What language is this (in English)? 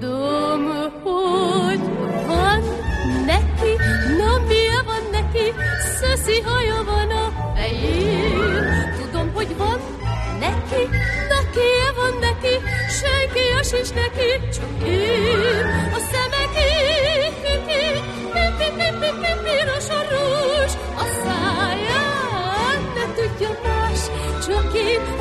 Hungarian